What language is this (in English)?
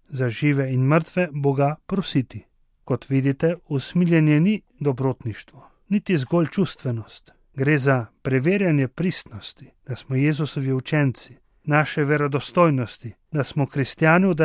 Slovenian